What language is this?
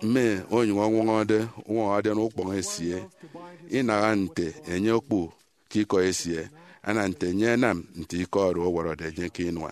Efik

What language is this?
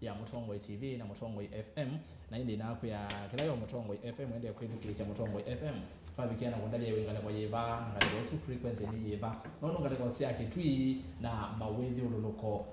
Kamba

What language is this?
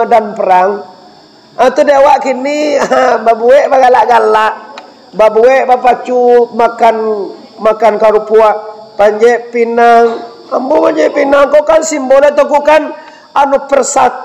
Minangkabau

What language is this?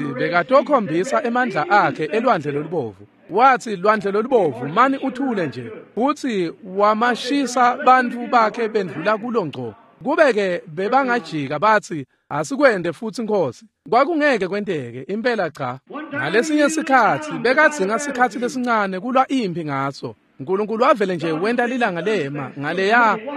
Swati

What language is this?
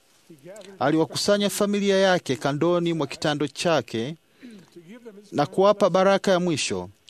Swahili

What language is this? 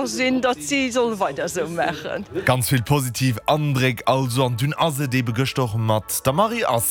Luxembourgish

